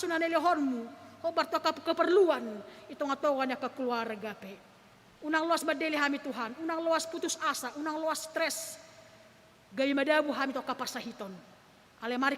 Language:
Batak Toba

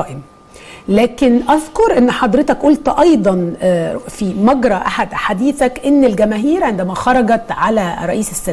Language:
Egyptian Arabic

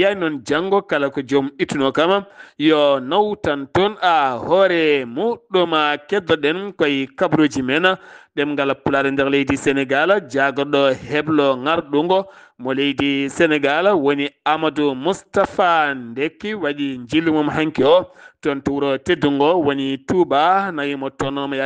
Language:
Fula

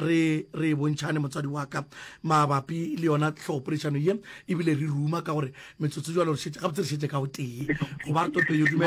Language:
Northern Sotho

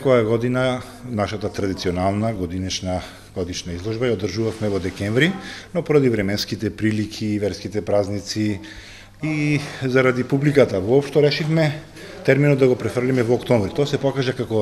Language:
Macedonian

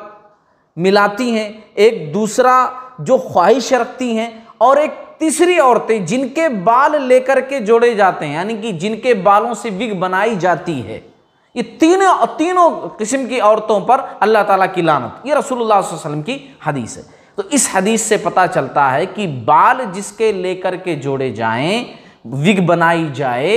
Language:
Urdu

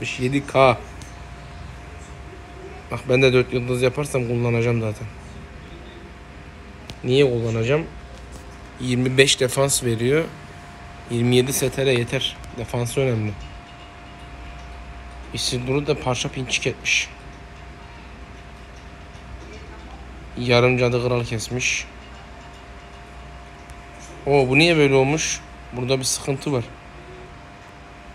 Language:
Turkish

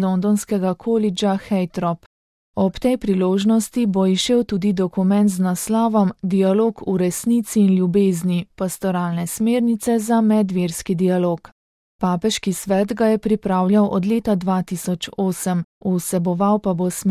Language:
Slovenian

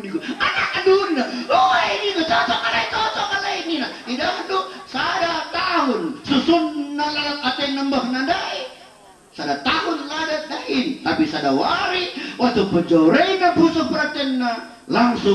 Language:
Batak Karo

